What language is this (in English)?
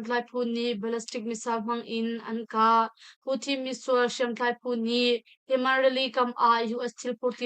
Hakha Chin